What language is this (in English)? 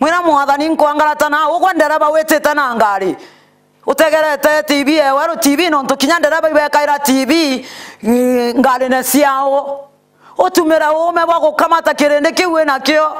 Meru